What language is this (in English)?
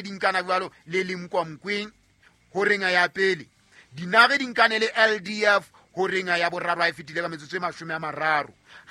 Southern Sotho